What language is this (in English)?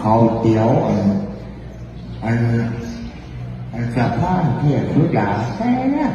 Northeastern Thai